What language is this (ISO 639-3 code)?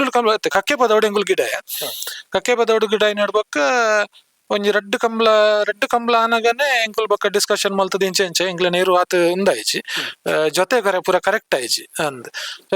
tcy